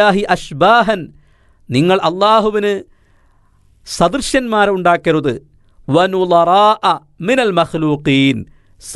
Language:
Malayalam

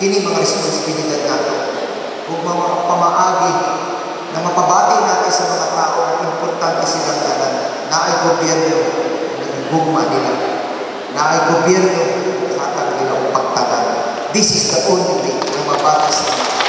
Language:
Cebuano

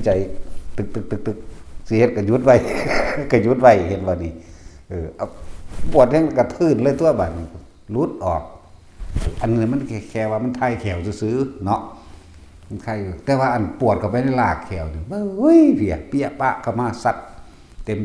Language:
Northeastern Thai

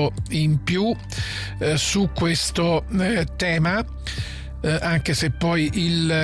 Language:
Italian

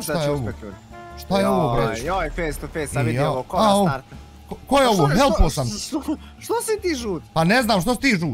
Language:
Bosnian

